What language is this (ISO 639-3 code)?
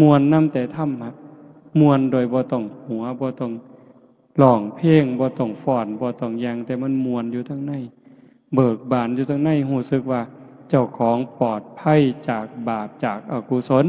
tts